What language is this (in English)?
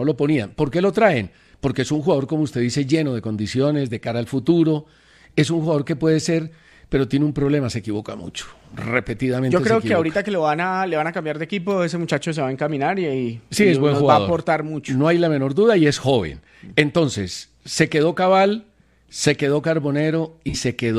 Spanish